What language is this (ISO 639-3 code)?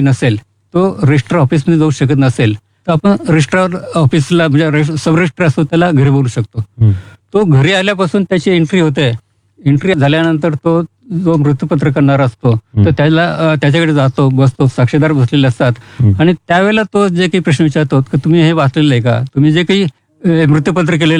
mar